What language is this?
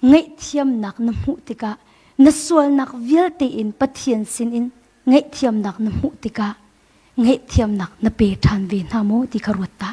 Hakha Chin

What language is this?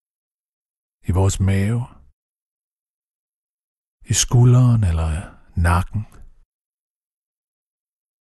Danish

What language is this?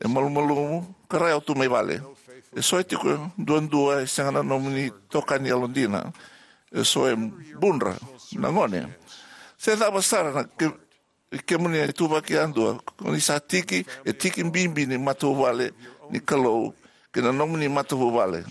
Fijian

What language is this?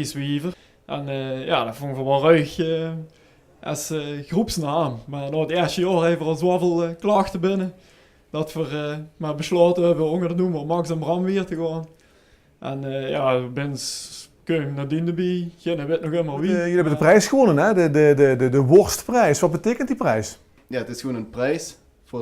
Limburgish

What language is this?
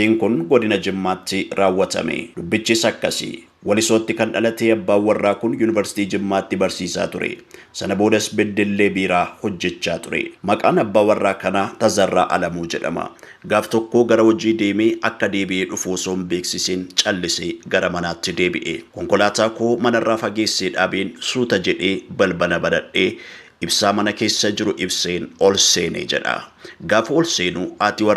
Oromo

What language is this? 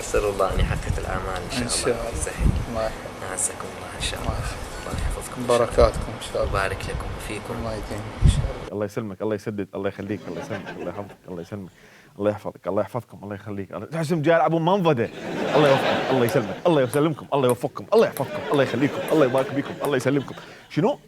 Mesopotamian Arabic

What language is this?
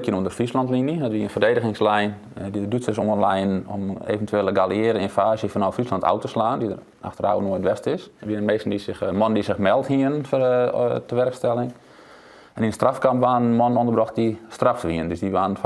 Western Frisian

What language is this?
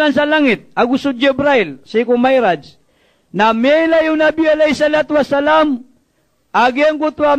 Maranao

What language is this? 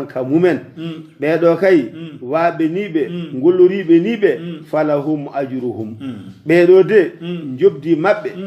Fula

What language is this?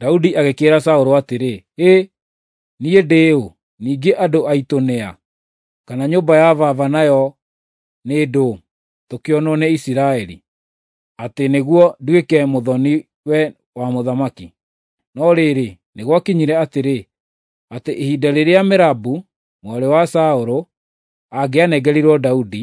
Kikuyu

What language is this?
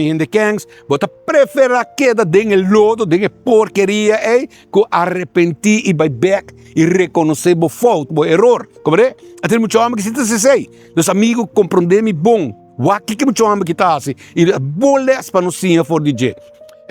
Papiamento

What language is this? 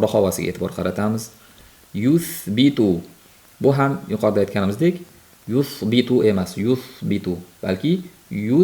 Uzbek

